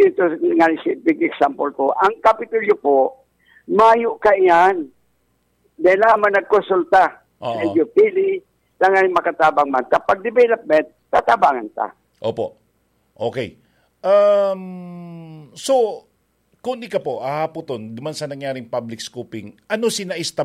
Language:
Bikol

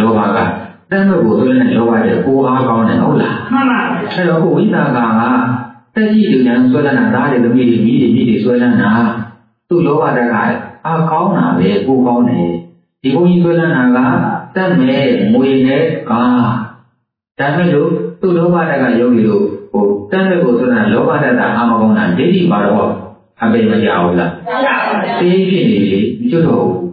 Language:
Burmese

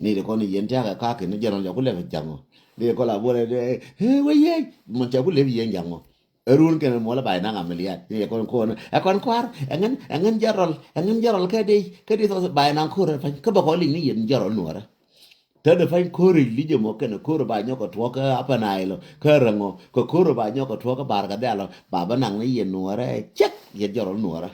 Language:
Nuer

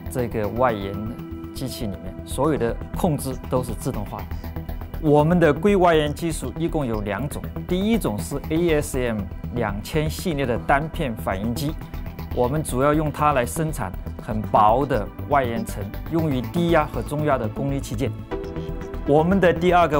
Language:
Chinese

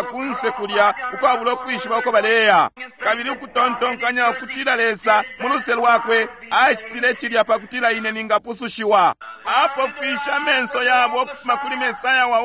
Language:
Bemba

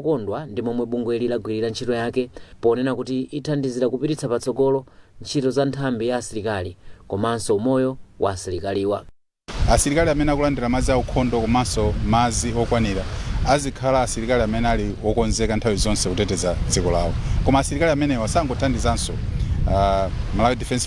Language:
Nyanja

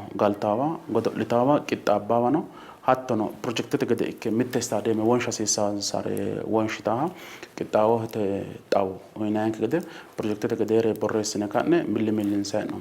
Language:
Sidamo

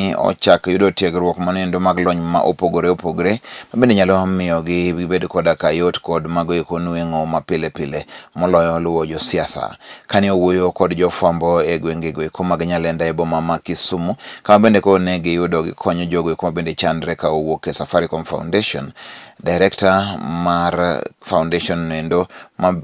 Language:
Luo (Kenya and Tanzania)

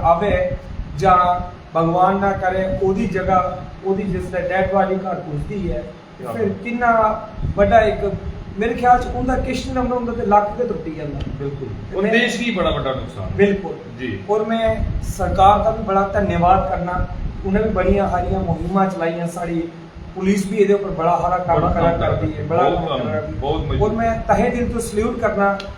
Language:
Dogri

